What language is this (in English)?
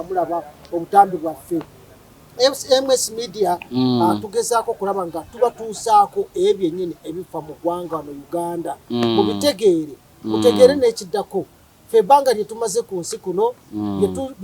Ganda